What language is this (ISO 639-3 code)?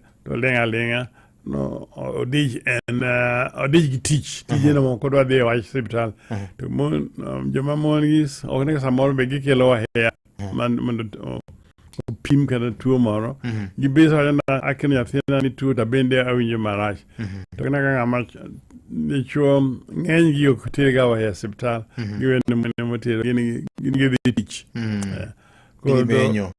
luo